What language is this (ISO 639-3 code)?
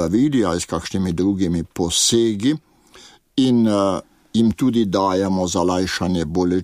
slv